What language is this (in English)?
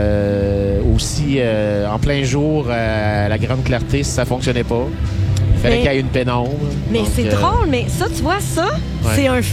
French